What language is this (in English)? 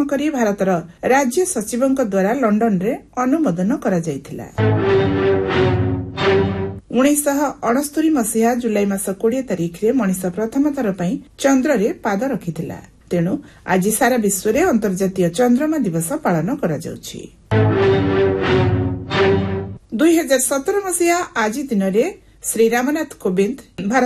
Odia